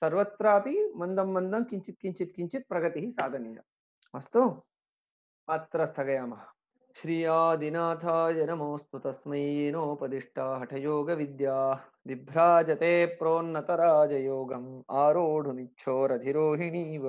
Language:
Sanskrit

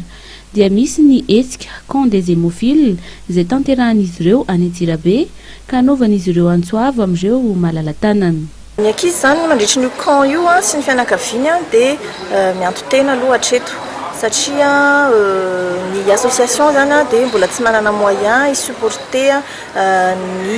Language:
Malagasy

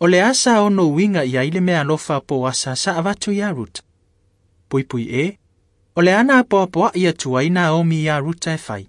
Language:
Samoan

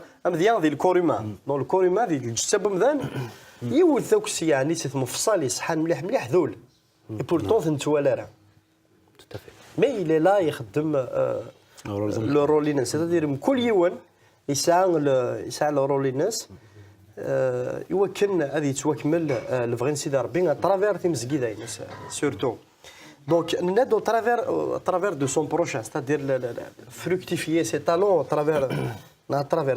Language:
Kabyle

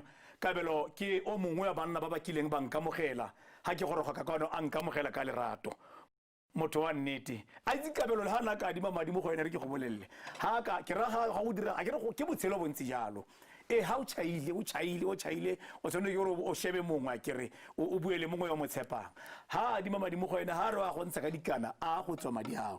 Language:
Tswana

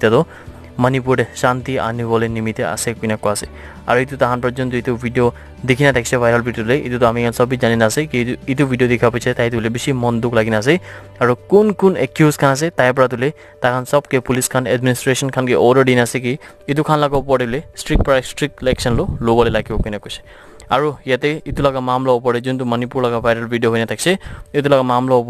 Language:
Naga Pidgin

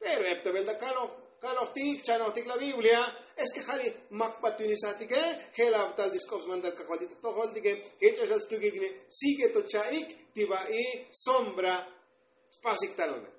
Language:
Tzotzil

